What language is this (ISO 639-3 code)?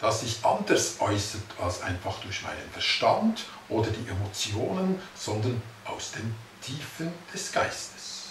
gsw